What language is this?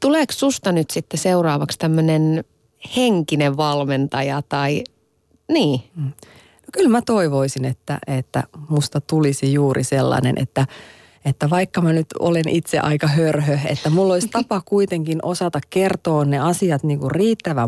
Finnish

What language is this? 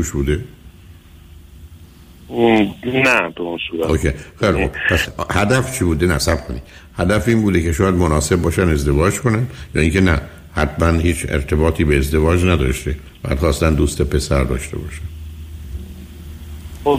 Persian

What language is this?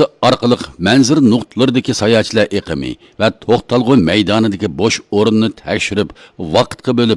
Uyghur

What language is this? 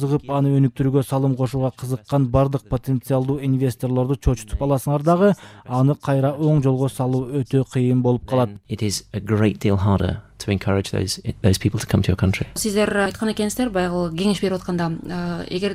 Kyrgyz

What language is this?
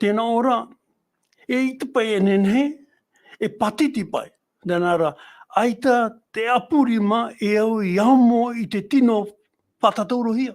Tahitian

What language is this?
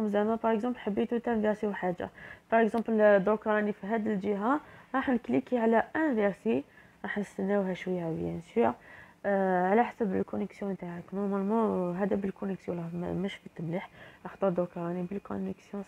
Algerian Arabic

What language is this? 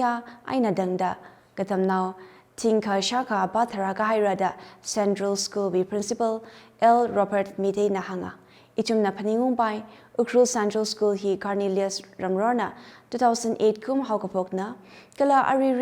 Tangkhul Naga (India)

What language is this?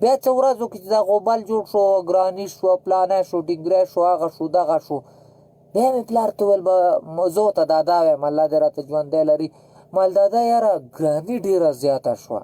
Pashto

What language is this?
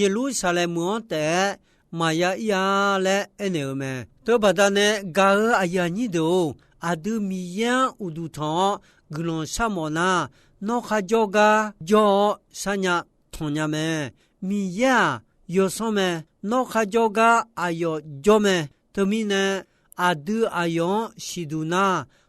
Akha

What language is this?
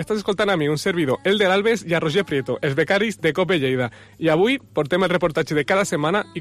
Catalan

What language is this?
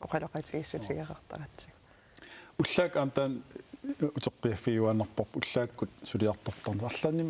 Kalaallisut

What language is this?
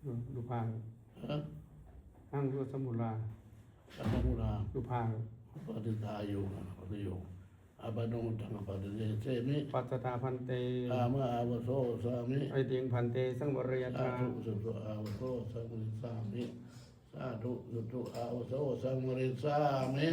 Pali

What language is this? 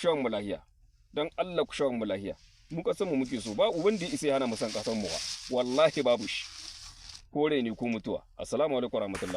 Hausa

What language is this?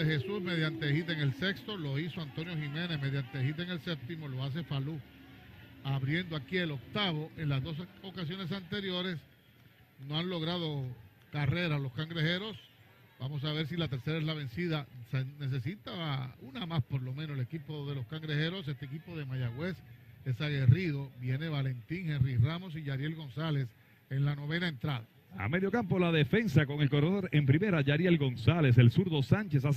Spanish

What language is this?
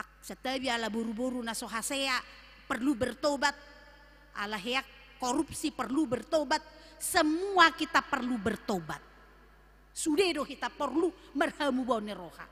Batak Toba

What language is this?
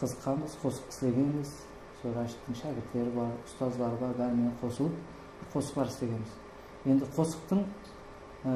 Kara-Kalpak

